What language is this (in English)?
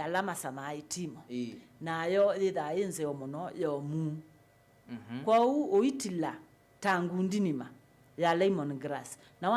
Kamba